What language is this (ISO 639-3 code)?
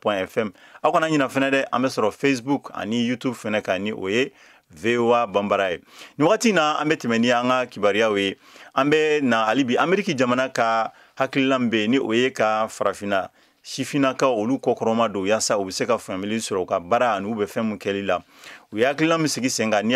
bam